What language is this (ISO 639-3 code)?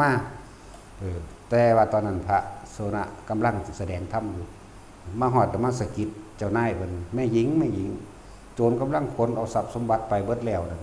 lao